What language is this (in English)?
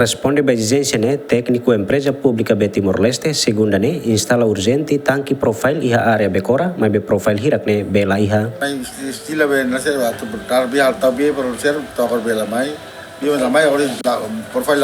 Tetum